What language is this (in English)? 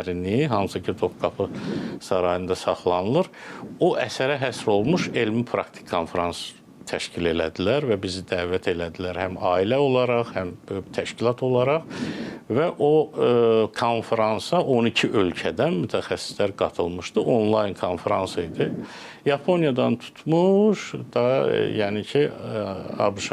Azerbaijani